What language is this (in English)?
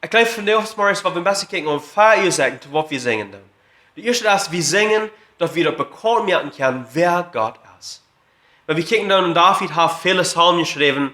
Plautdietsch